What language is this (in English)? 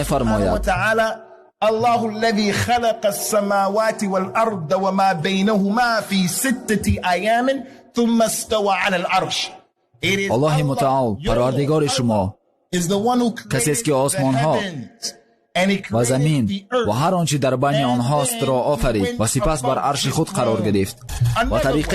Persian